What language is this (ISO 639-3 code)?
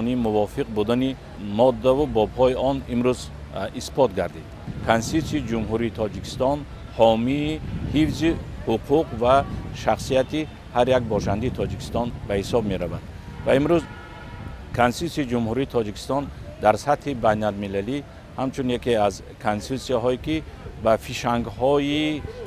tgk